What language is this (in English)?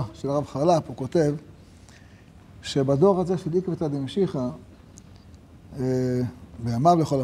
Hebrew